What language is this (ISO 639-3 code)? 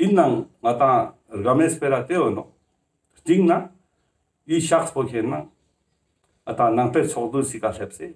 lbj